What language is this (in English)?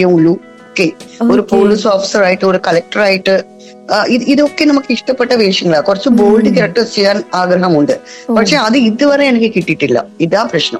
Malayalam